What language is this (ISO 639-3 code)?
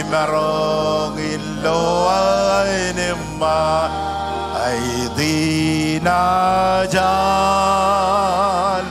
mah